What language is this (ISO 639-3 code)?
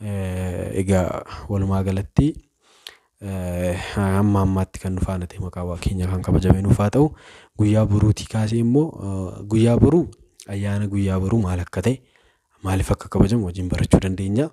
orm